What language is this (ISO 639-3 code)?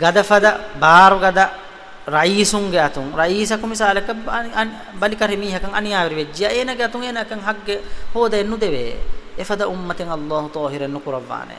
div